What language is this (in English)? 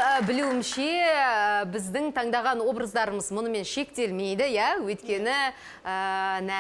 Kazakh